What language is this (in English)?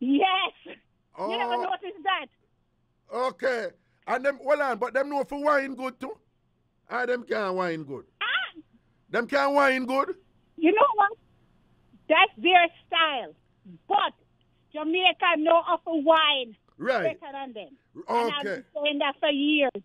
Jamaican Creole English